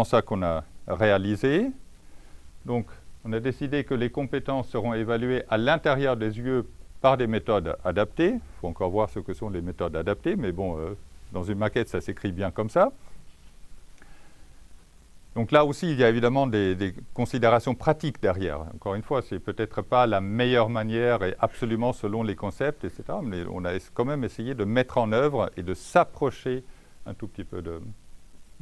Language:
French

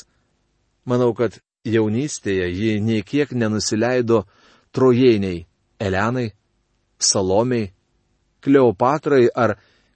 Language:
Lithuanian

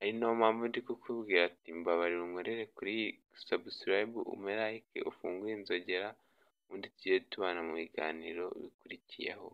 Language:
Kinyarwanda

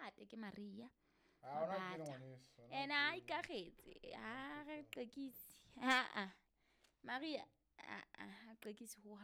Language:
Southern Sotho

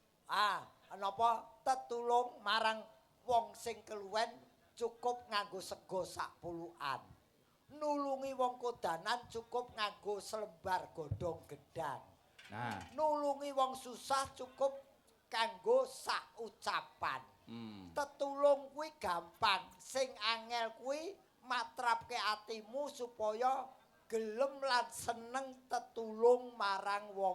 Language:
Javanese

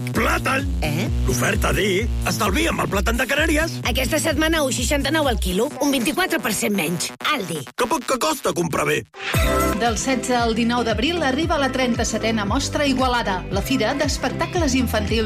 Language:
Catalan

